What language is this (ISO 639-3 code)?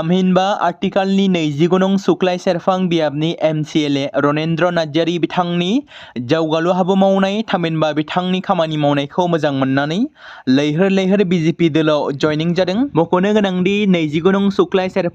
brx